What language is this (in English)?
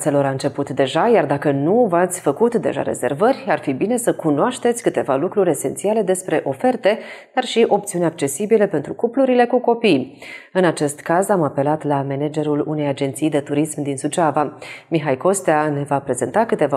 Romanian